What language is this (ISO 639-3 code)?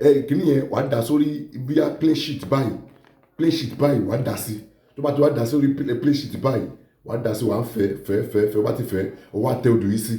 yor